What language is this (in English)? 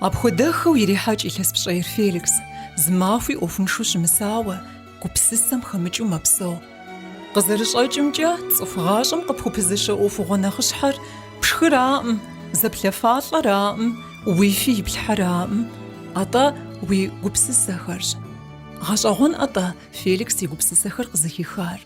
Kabardian